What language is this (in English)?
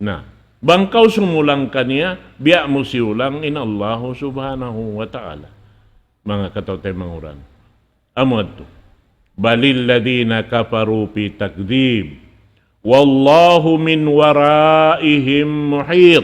Tausug